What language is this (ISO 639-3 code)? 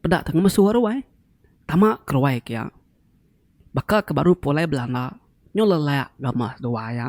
iba